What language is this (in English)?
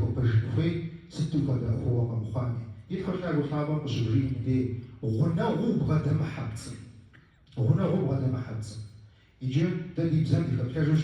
Kabardian